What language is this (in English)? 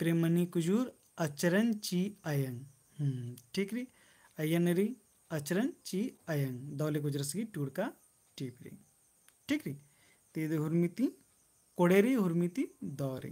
Kurukh